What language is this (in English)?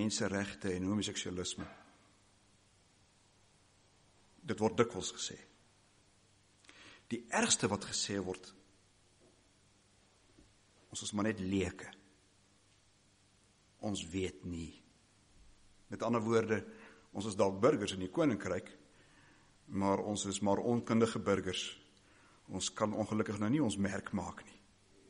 Afrikaans